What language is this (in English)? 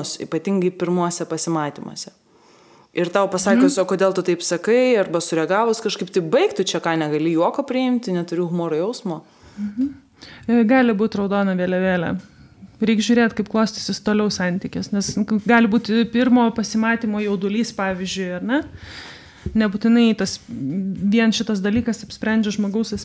Lithuanian